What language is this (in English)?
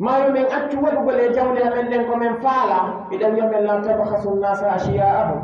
Pular